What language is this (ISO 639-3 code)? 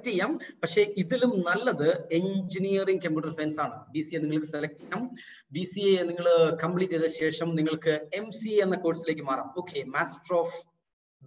mal